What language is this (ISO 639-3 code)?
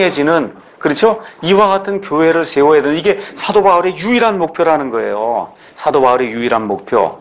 kor